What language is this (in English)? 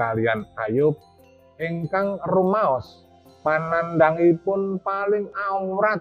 Javanese